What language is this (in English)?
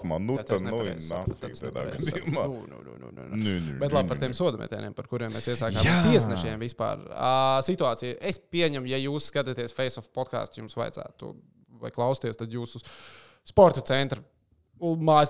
Latvian